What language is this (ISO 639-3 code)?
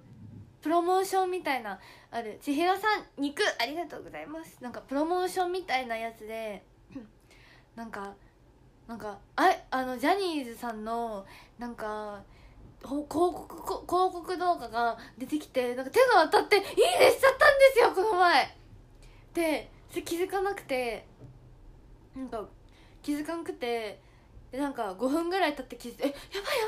jpn